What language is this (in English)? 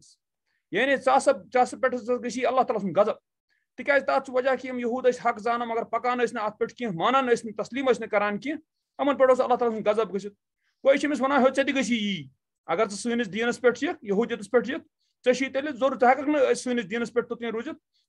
Kashmiri